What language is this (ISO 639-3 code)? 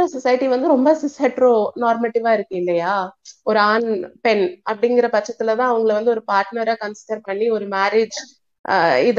tam